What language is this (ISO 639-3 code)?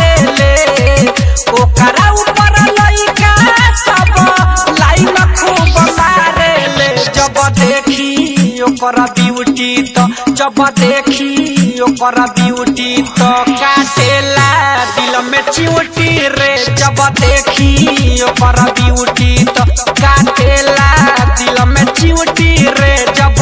bho